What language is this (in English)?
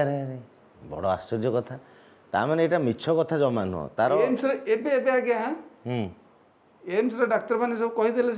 Odia